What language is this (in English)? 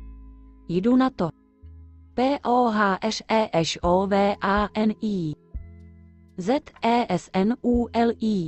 Czech